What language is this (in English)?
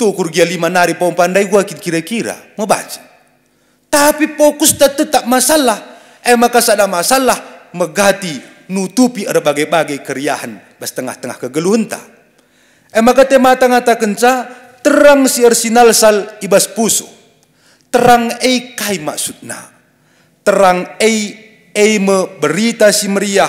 Batak Karo